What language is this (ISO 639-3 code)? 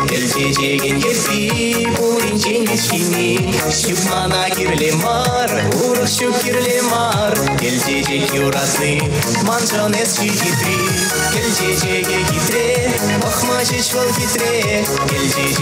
chv